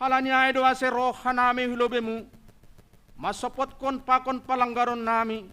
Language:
Batak Simalungun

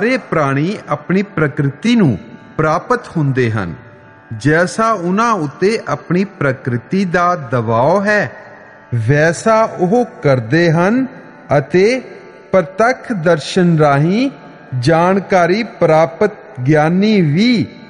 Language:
Punjabi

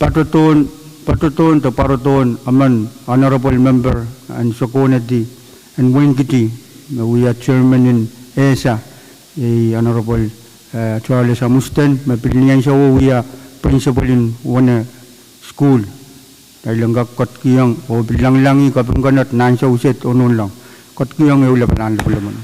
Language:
Pohnpeian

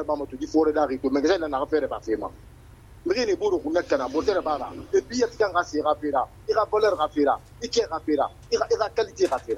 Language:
Susu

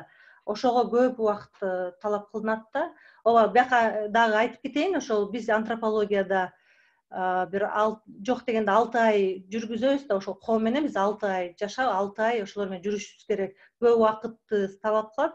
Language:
Kyrgyz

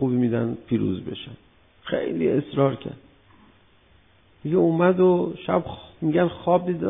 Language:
Persian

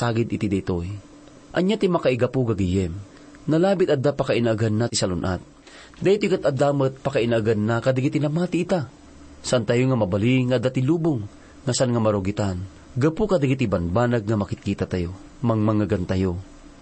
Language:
Iloko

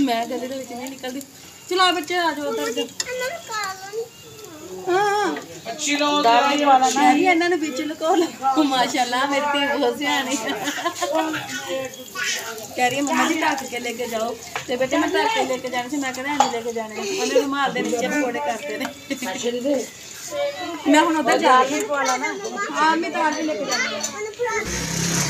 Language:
Punjabi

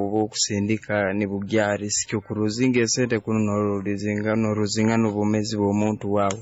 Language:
Nyoro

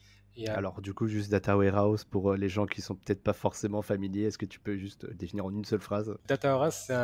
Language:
French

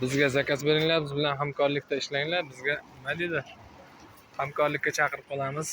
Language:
Uzbek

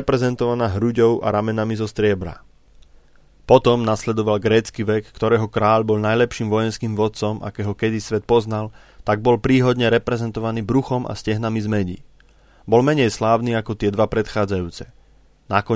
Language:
Slovak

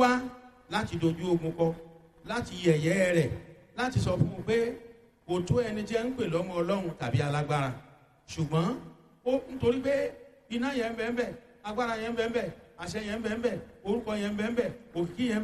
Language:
Yoruba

